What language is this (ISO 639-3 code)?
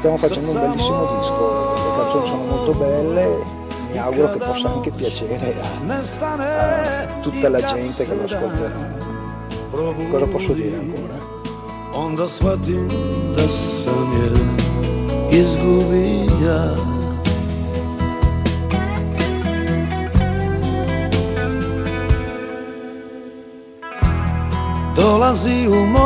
hrv